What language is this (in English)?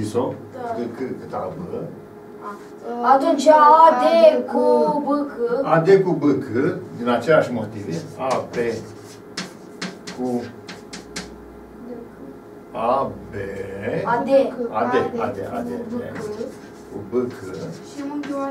Romanian